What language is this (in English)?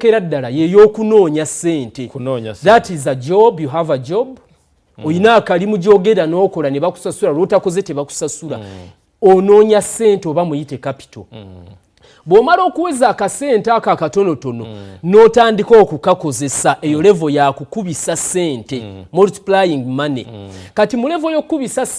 Ganda